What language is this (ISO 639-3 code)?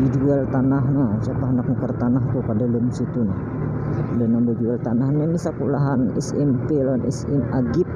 bjn